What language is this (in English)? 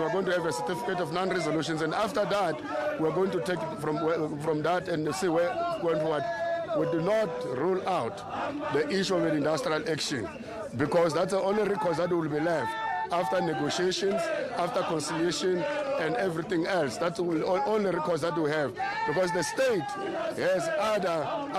English